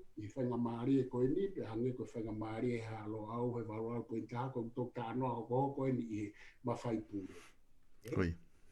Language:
Tongan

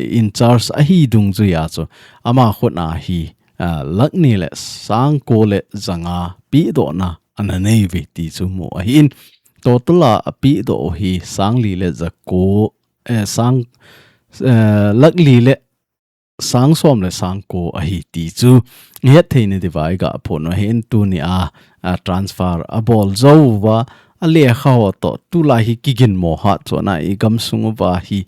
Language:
Thado Chin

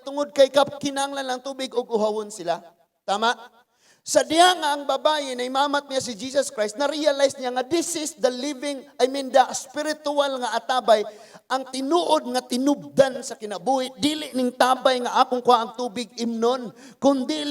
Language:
Cebuano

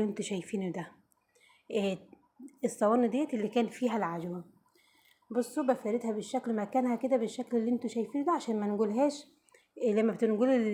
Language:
Egyptian Arabic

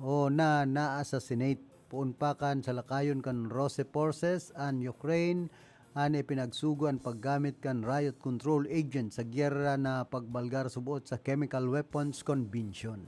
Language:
Bikol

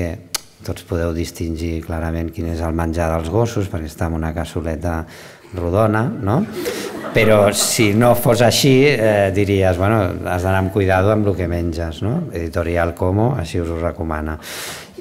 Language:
Catalan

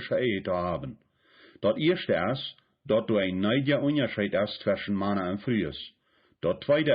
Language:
Plautdietsch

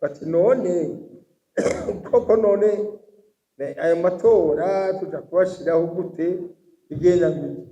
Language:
Rundi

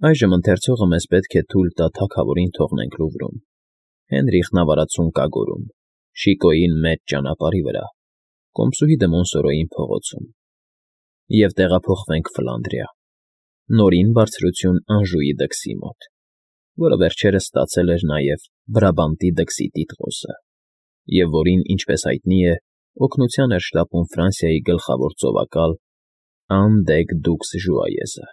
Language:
Armenian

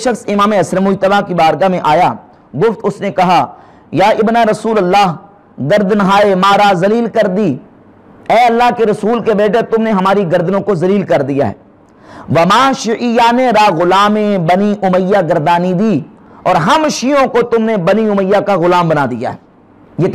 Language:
Urdu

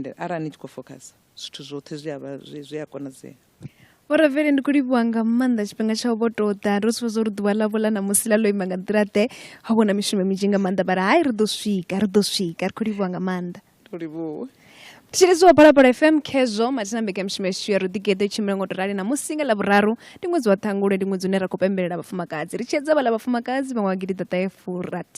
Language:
Venda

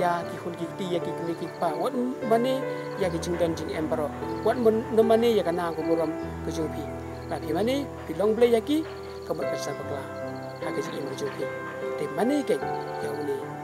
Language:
Khasi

